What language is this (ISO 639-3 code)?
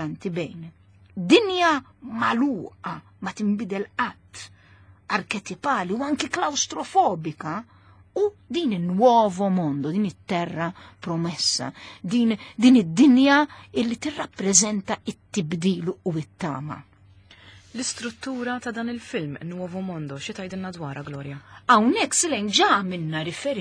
mlt